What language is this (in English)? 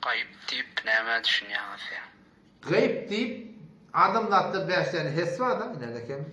Turkmen